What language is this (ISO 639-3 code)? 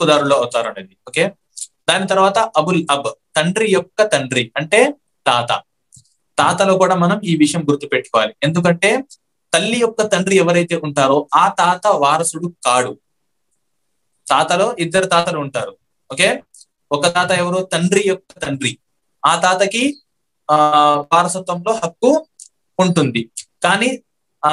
tel